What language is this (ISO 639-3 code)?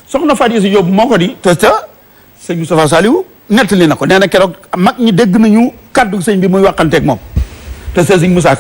wol